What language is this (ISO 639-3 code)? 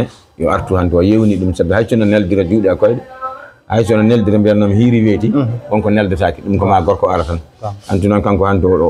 ful